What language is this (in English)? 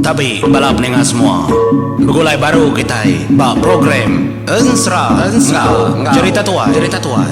Iban